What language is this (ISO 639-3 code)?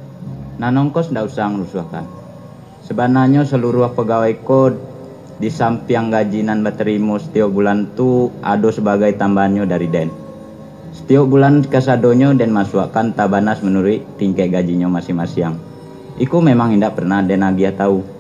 min